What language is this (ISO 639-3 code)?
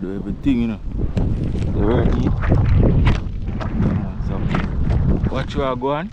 jam